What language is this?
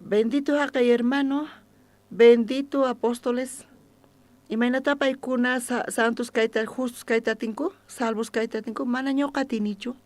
South Bolivian Quechua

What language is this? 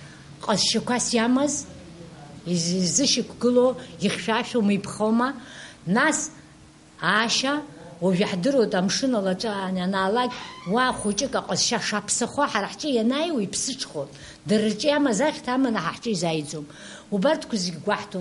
Abkhazian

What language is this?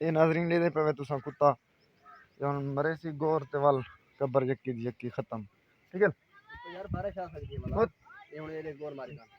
Saraiki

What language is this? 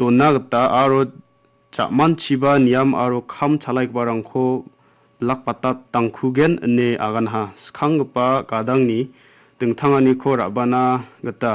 Garo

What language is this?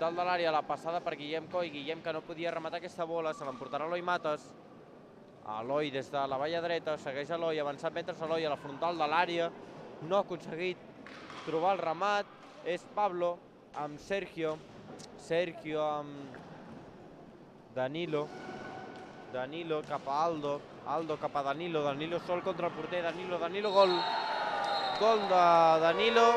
Catalan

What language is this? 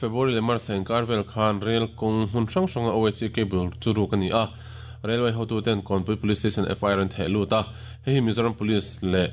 Mizo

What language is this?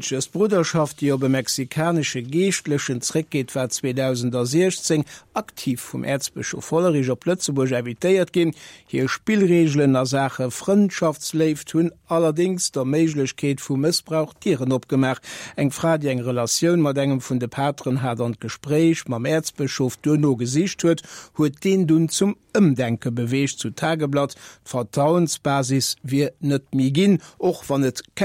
Luxembourgish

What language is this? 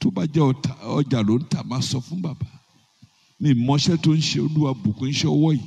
Yoruba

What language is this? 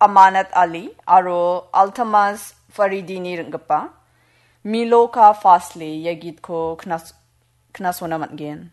Garo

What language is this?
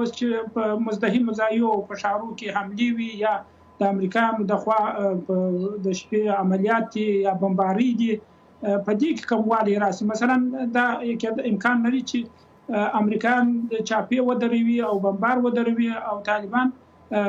Pashto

